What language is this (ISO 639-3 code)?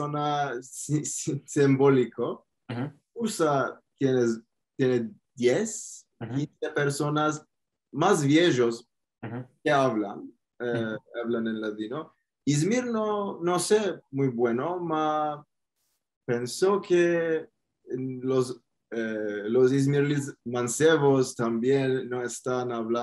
lad